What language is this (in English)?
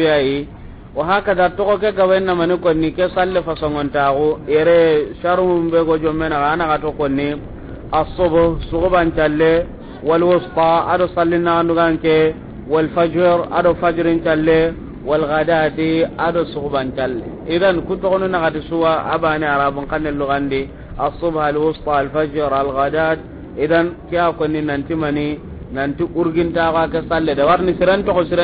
Soninke